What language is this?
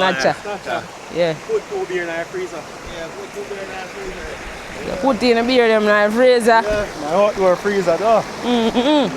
Jamaican Creole English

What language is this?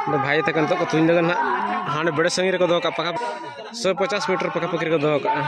Santali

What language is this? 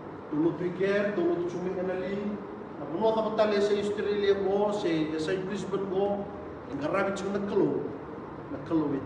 Fijian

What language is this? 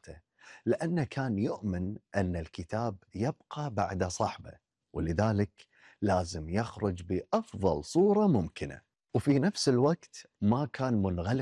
Gulf Arabic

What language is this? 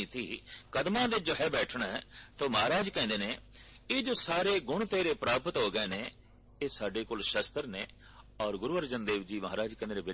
Punjabi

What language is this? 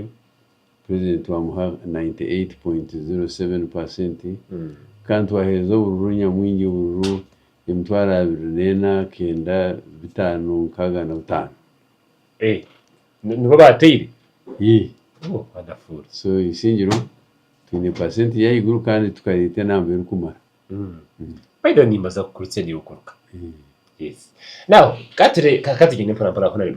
Nyankole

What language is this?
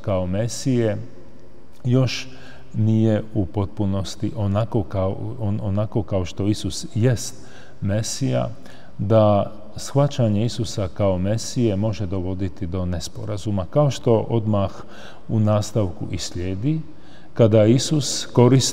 Croatian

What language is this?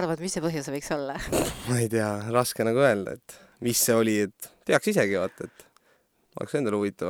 Estonian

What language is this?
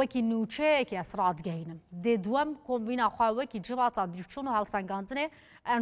Kurdish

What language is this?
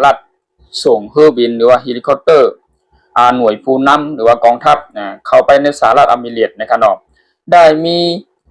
Shan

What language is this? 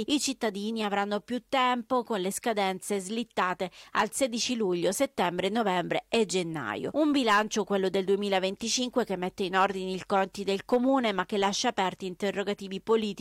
Italian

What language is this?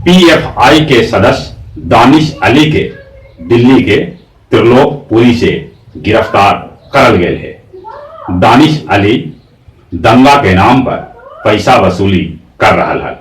Magahi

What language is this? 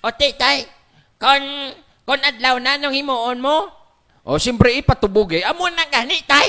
Hiligaynon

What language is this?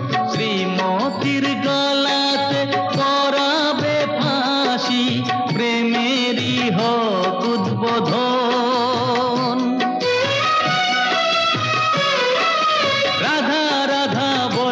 Bangla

